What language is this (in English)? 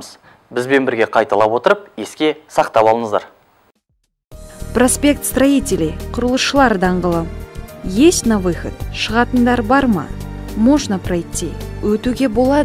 Kazakh